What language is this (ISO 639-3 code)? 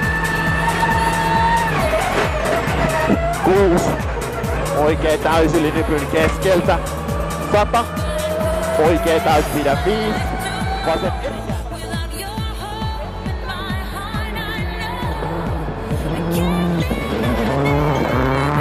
fin